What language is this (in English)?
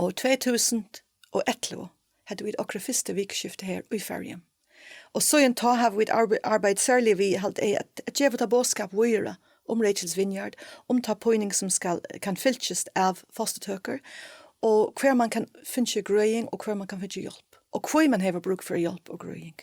Faroese